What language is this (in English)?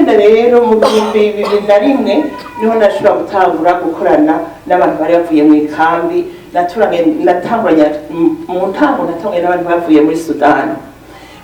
Rundi